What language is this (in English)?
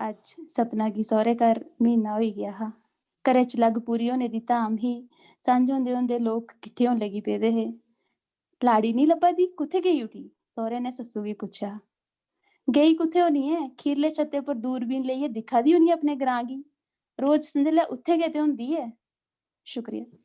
Dogri